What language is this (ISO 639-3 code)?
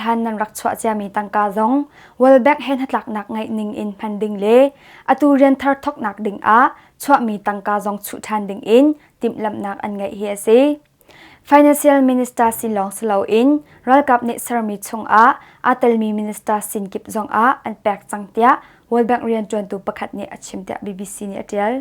cnh